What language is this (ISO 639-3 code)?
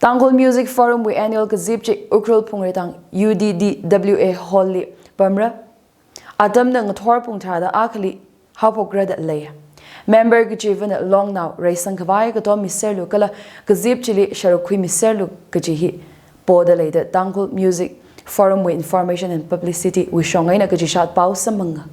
nmf